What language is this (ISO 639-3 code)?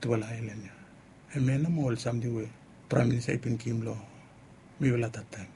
bis